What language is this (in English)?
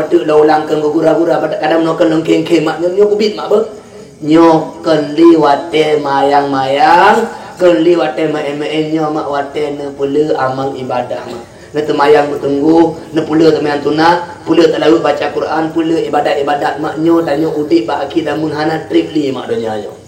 Achinese